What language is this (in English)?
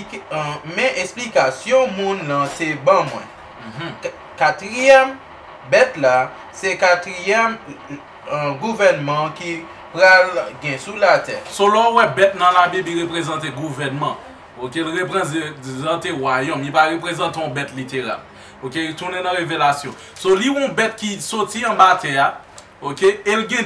Haitian Creole